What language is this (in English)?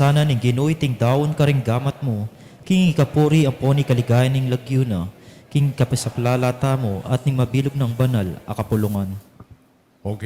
Pampanga